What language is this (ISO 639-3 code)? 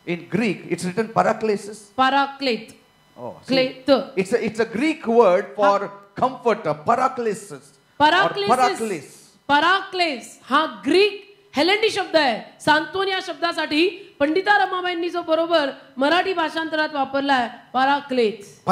mar